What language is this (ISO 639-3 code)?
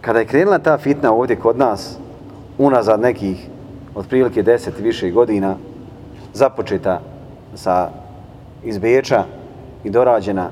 bos